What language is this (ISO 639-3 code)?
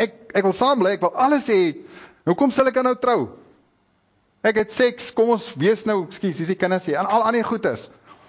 afr